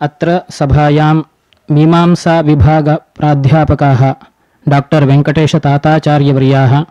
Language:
Sanskrit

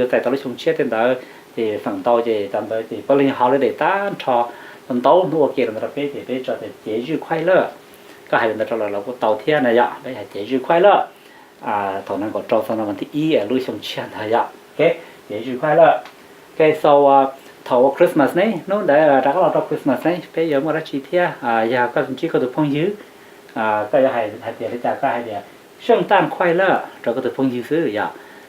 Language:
Hmong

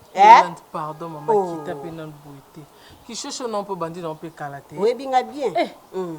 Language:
Lingala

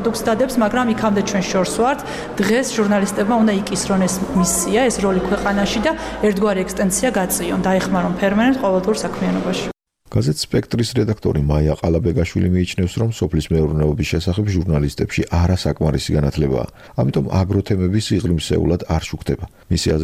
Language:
Georgian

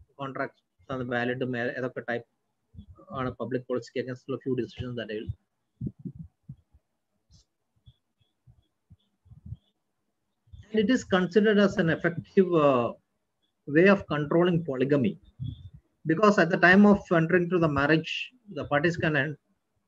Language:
Malayalam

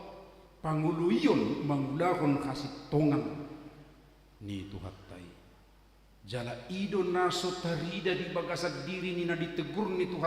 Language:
Batak Toba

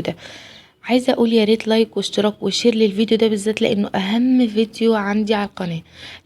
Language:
Egyptian Arabic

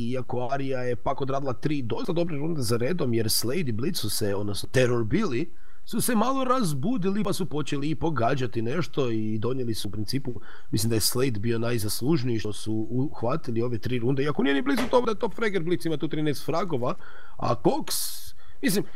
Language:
Croatian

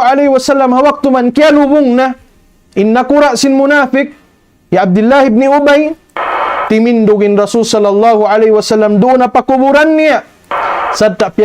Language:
Tausug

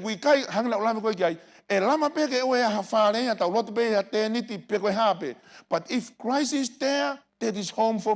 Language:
Tongan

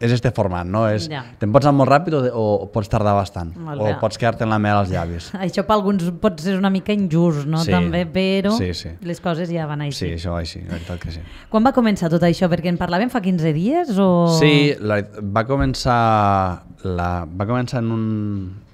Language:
Catalan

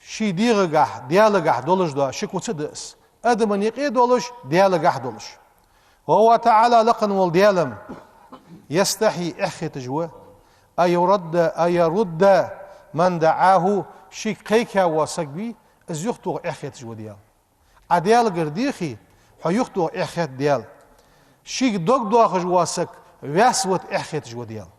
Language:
Ingush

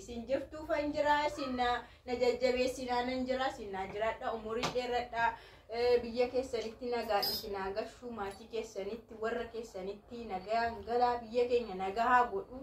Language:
Oromo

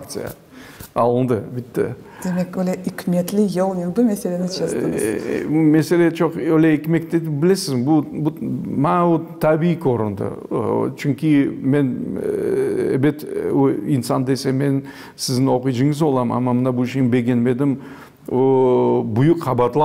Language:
Crimean Tatar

